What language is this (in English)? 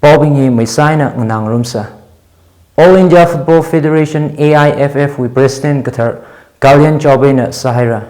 Tangkhul Naga (India)